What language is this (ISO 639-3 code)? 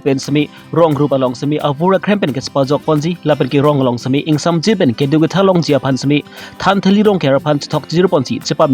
mjw